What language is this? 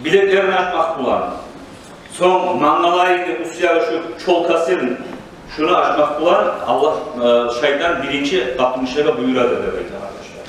Kumyk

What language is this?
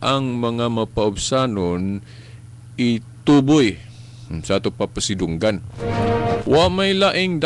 Cebuano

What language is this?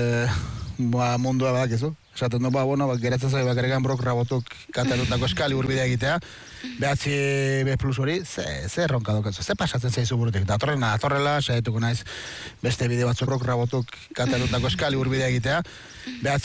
Basque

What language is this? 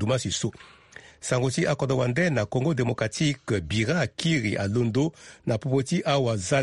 Sango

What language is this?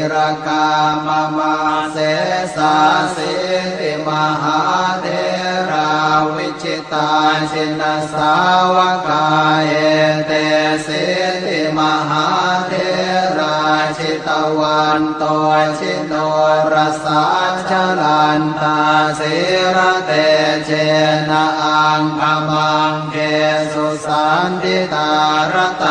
Pali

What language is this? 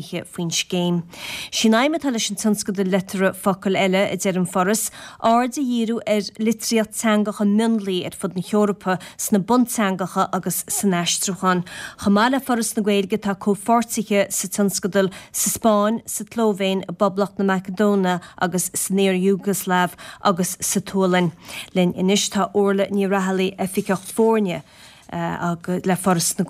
Irish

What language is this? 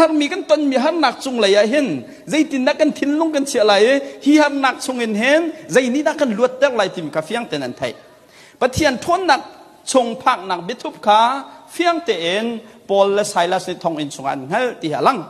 Hakha Chin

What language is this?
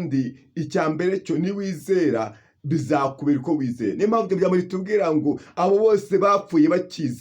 Kinyarwanda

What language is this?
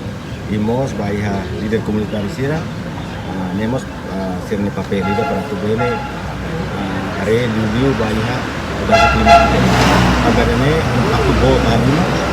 Tetum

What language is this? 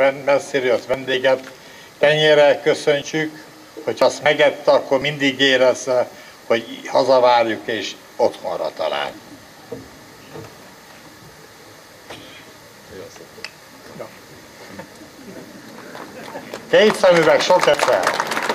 Hungarian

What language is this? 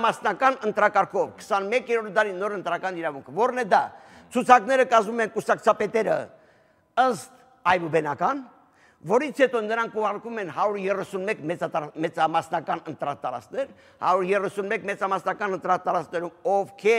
Armenian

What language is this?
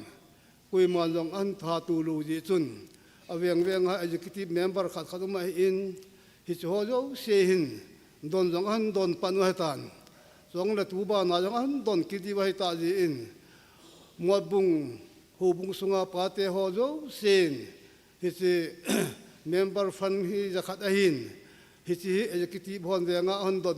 Thado Chin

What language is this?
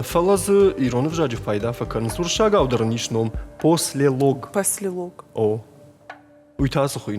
Ossetic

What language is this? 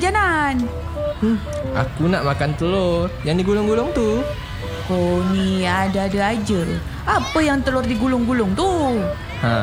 Malay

